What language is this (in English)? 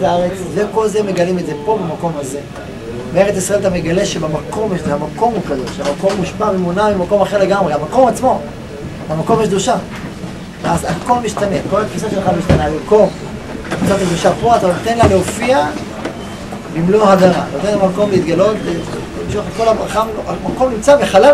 Hebrew